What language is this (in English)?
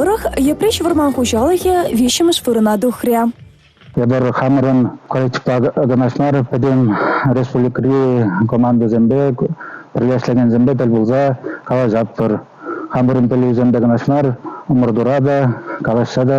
Chuvash